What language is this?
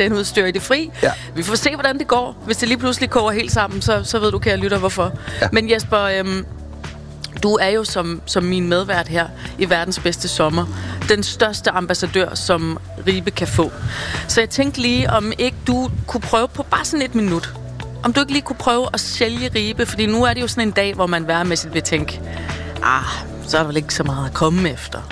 Danish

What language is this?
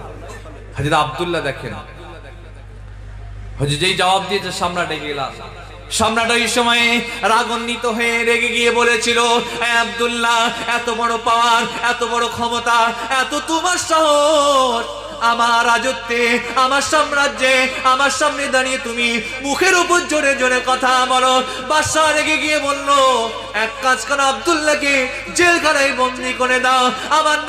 Bangla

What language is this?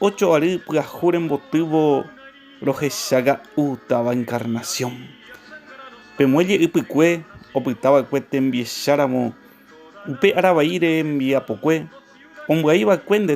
Guarani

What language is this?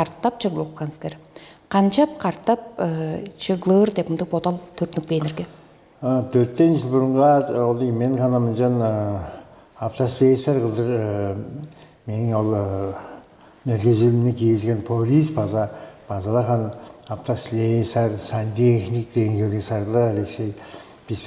Tuvinian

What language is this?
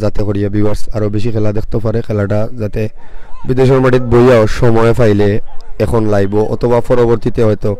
Sylheti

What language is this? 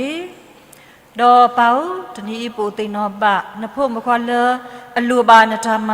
S'gaw Karen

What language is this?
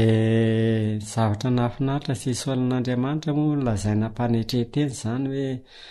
Malagasy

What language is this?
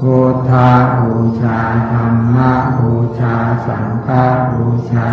Pali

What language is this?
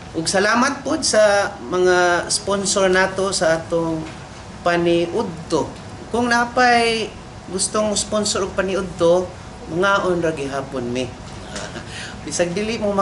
Cebuano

